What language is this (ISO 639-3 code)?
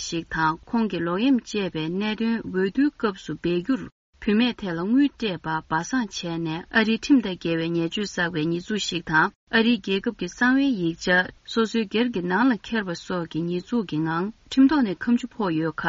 bod